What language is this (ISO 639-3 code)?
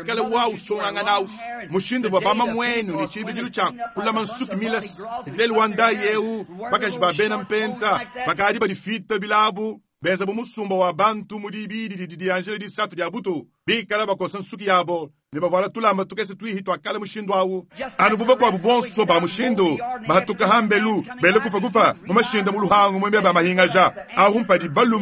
lua